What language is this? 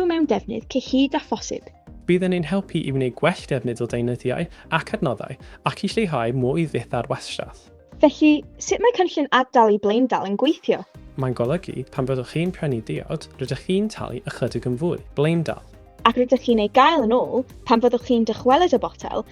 Welsh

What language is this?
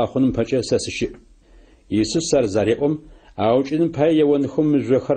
Adyghe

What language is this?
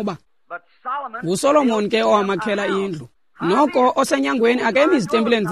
Xhosa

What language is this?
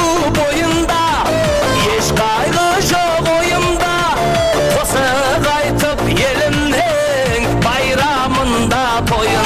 Kara-Kalpak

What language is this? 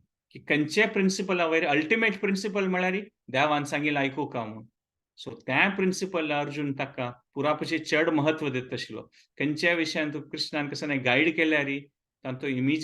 Konkani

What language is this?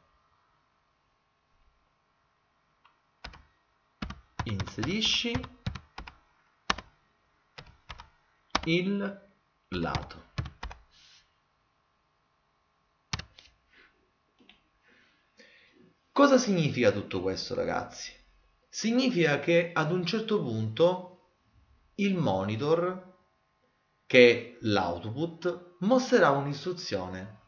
Italian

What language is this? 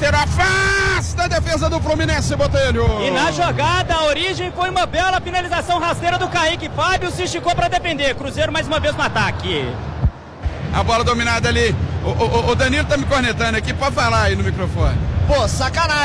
Portuguese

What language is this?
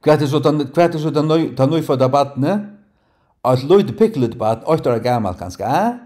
Faroese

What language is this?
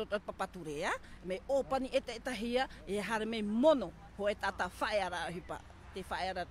Tahitian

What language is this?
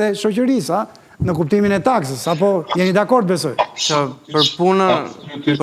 Albanian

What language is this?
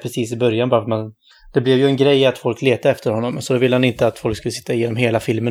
Swedish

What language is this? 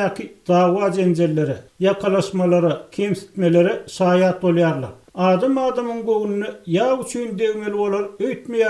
Turkmen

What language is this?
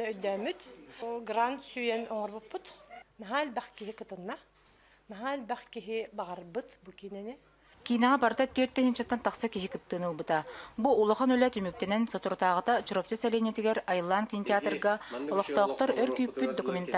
Yakut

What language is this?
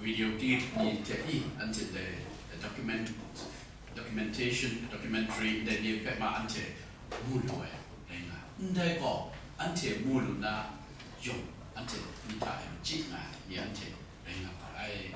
Kachin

